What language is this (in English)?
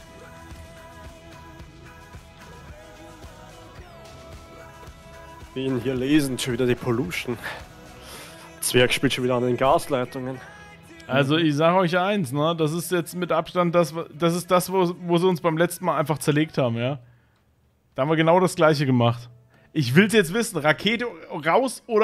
German